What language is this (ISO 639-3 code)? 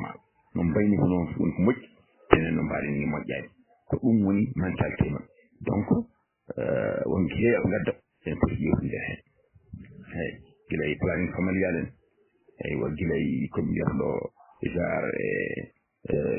ful